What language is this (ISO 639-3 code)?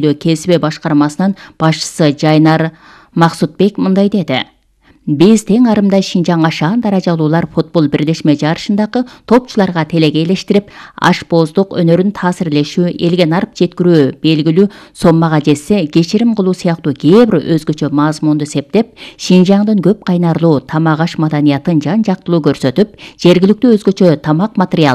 kir